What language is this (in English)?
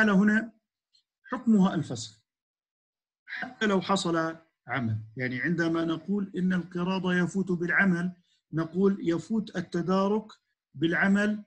Arabic